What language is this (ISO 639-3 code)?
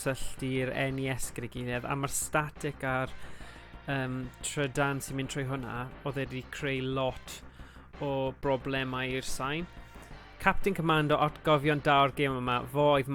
cym